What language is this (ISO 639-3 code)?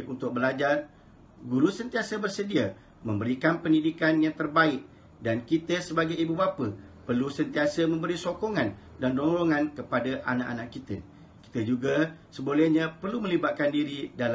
msa